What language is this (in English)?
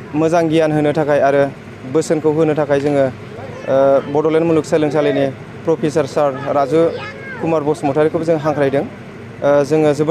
Bodo